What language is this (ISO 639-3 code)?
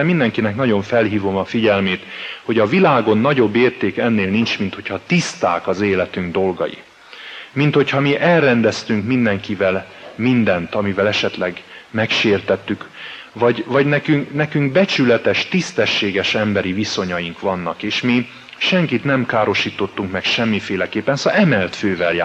hun